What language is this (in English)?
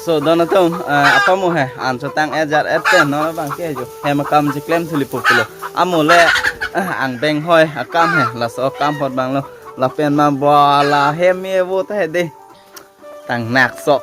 Karbi